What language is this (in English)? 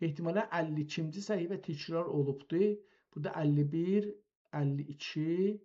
South Azerbaijani